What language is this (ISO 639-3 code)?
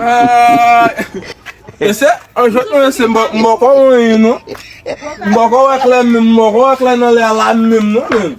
hat